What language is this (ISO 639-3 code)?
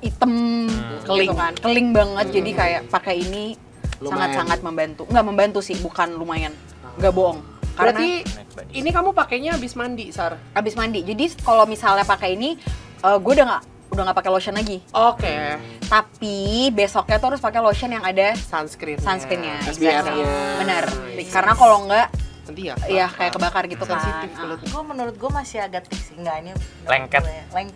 ind